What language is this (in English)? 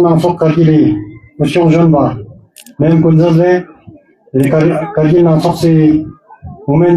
Ladakhi